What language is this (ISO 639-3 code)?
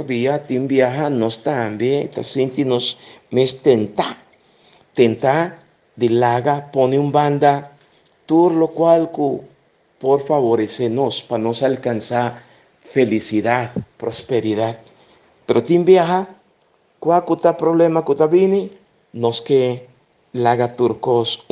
pap